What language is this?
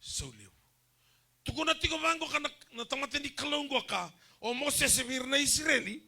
Fijian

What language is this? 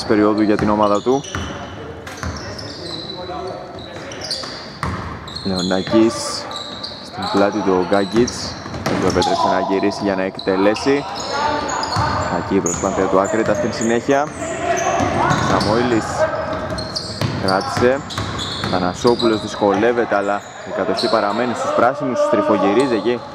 Greek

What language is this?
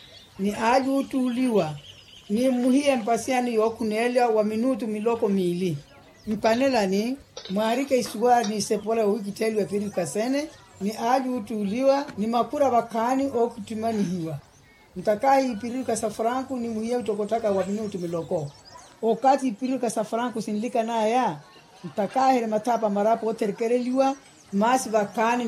Makhuwa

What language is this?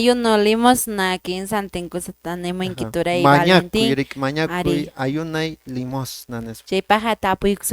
Quechua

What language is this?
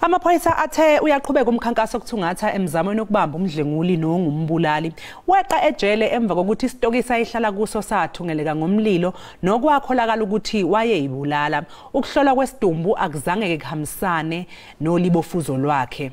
Zulu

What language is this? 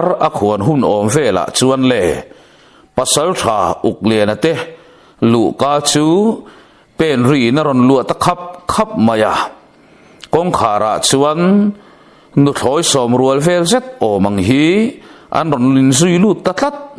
Mizo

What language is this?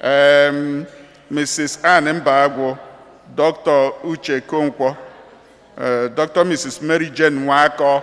Igbo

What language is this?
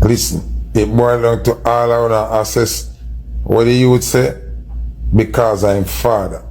Jamaican Creole English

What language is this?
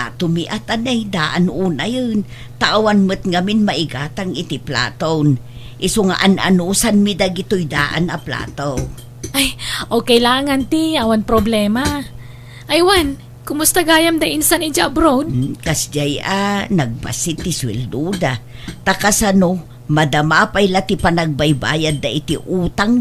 Iloko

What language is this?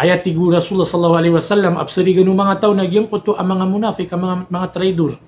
Maranao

